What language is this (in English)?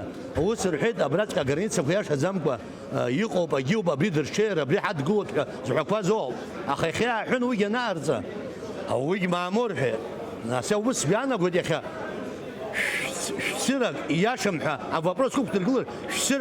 Abkhazian